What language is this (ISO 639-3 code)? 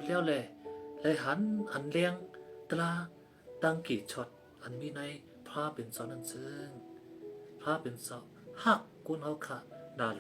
shn